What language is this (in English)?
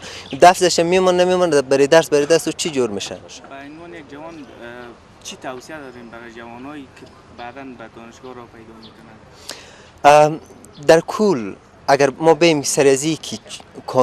Persian